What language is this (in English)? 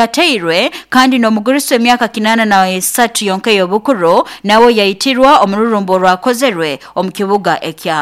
Nyoro